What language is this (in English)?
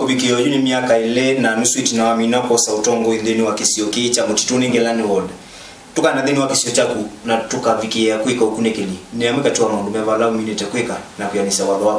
Kamba